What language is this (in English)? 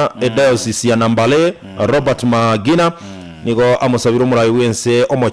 Gusii